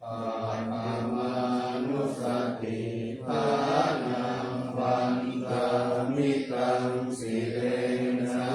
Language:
Pali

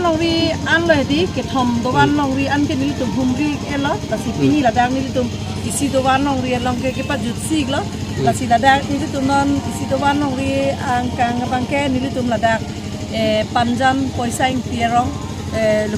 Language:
Karbi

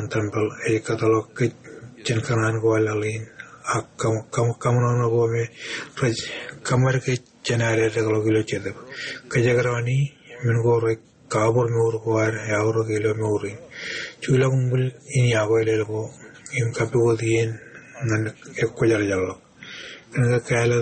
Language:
Marshallese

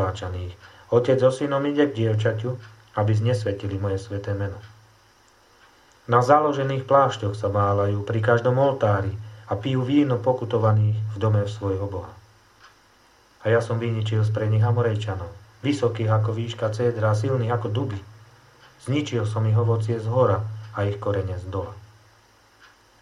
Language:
Slovak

